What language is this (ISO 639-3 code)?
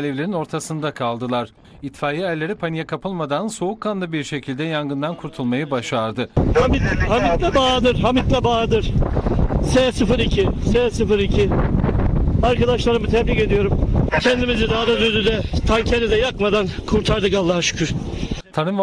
tur